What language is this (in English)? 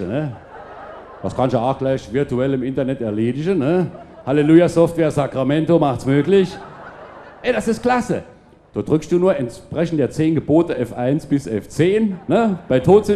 Palatine German